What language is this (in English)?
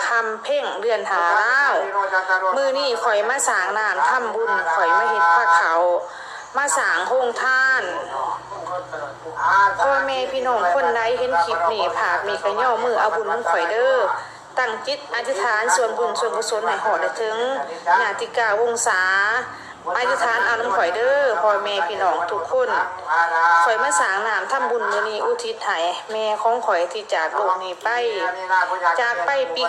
Lao